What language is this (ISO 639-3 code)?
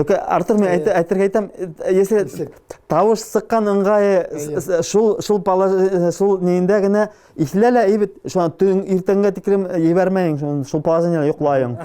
bak